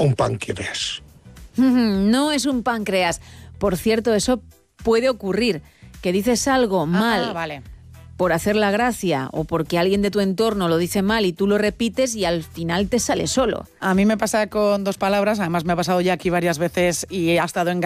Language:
Spanish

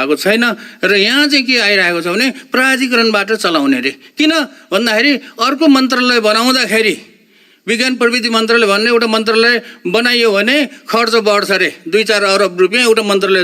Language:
Nepali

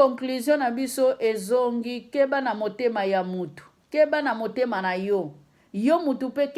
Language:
Lingala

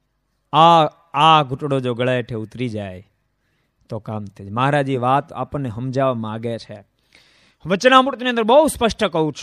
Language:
Gujarati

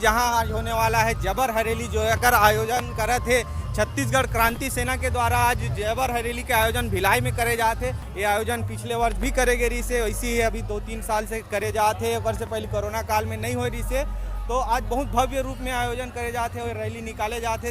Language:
Chhattisgarhi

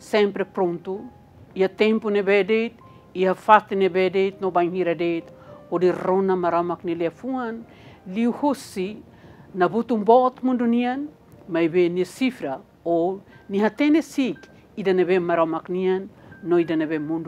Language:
Tetum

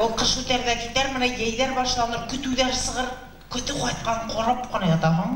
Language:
Bashkir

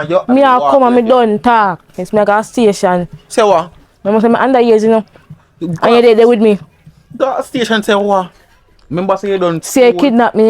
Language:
Jamaican Creole English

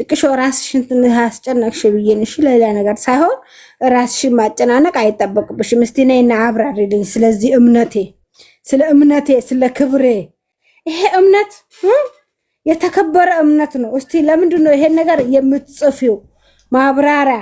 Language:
Amharic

